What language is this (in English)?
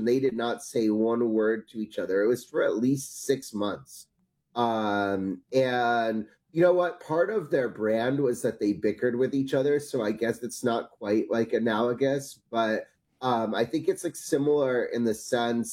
English